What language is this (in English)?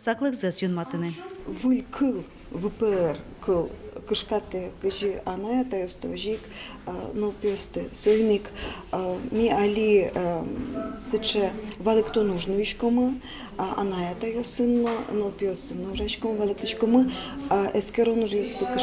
Udmurt